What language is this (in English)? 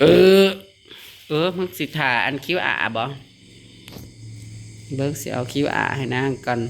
Northeastern Thai